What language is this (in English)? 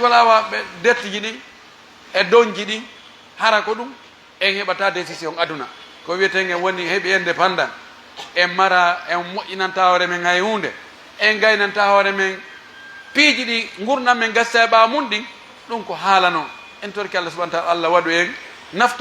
Pular